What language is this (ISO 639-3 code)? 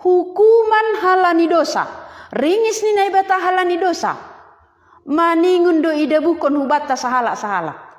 bts